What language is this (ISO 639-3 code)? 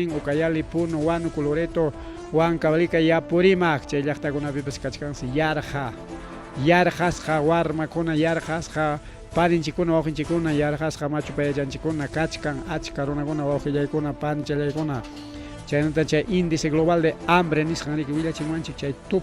quy